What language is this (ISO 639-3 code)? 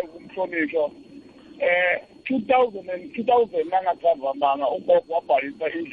nbl